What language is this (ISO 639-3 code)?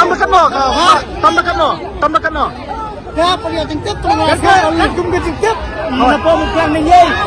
kha